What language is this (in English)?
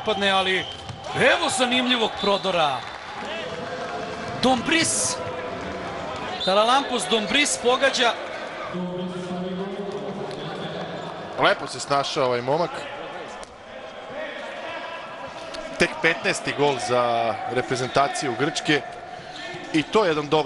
Serbian